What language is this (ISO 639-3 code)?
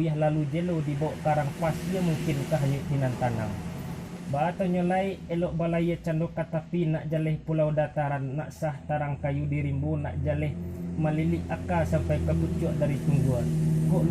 min